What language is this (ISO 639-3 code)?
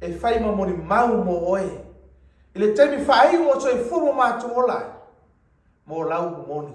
smo